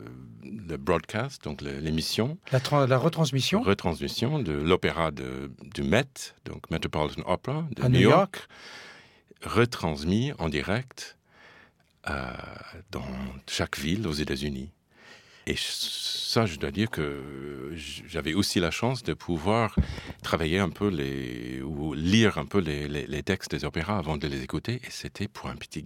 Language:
French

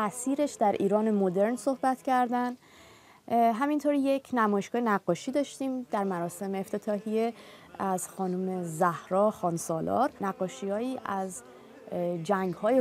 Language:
Persian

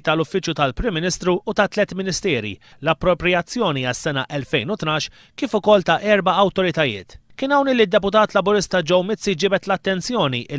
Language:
Maltese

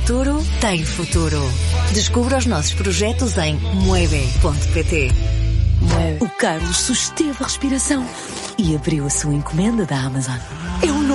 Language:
Portuguese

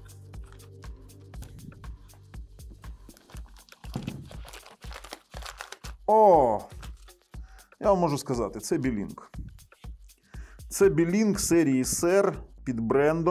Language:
Ukrainian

